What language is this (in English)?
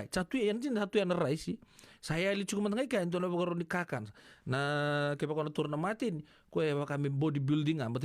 Fijian